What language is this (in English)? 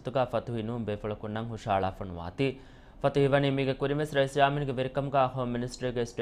Divehi